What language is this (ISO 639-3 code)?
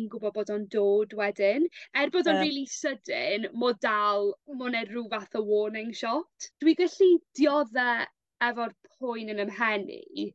cym